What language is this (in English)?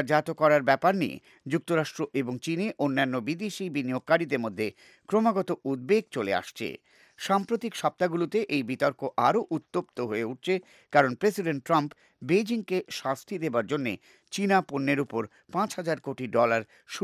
Bangla